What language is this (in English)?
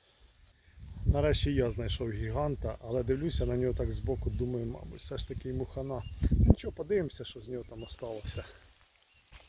Ukrainian